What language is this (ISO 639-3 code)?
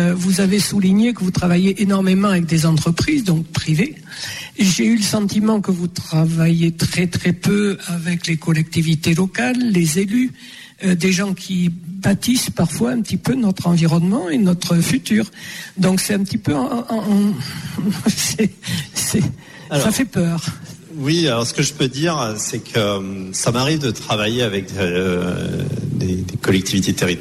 fra